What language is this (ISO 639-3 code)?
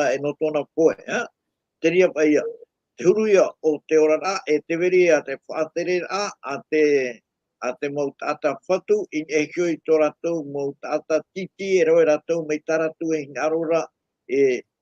tah